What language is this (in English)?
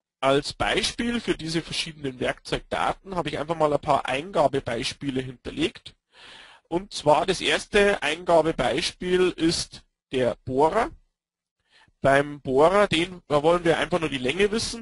German